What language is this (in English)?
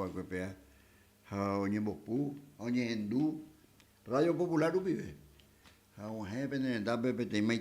Guarani